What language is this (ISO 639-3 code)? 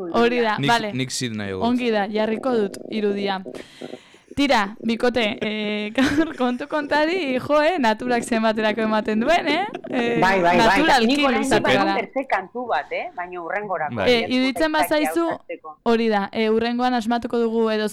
eus